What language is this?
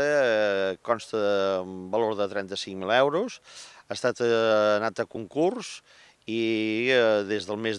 Catalan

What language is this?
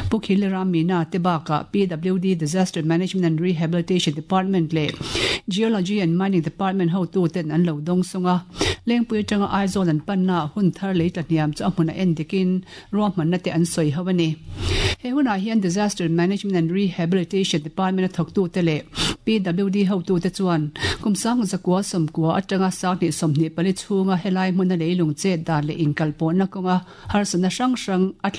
Mizo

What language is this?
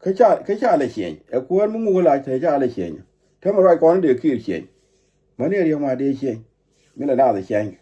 Nuer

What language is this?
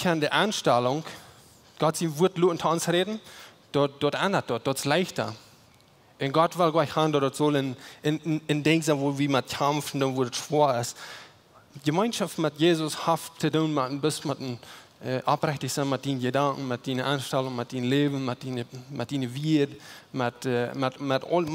Plautdietsch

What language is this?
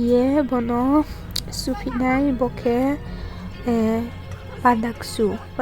Riang (India)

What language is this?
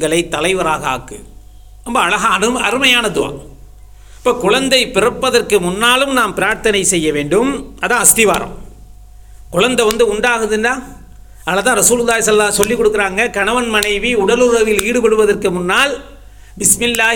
Tamil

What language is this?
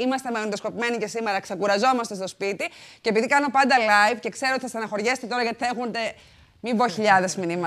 Greek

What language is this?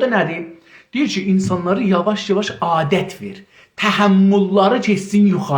South Azerbaijani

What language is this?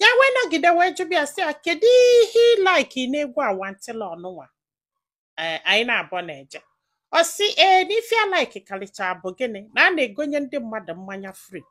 Igbo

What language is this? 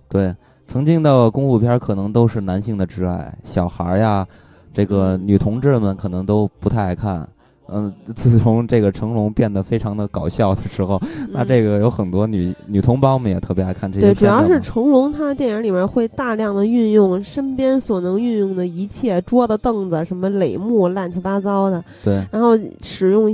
Chinese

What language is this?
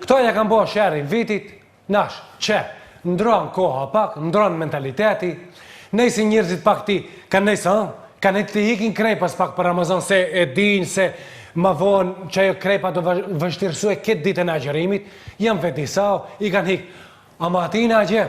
Albanian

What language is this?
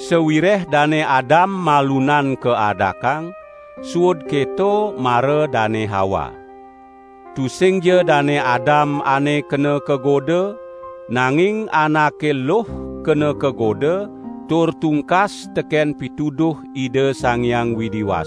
Balinese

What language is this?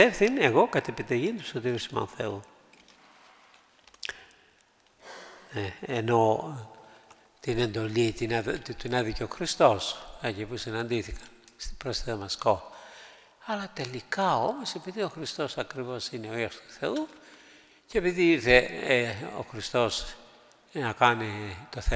Greek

